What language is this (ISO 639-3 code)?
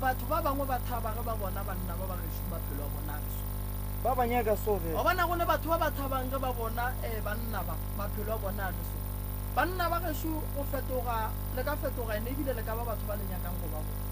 nso